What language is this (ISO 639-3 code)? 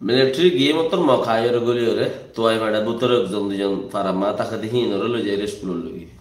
rhg